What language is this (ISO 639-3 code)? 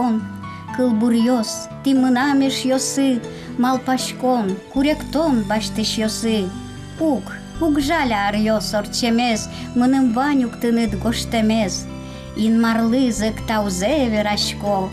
udm